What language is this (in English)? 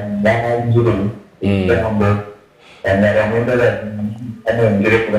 Nyankole